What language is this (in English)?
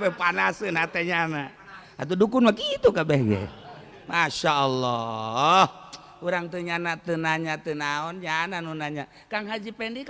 Sundanese